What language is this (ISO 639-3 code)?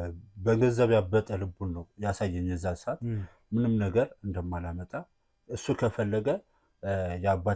amh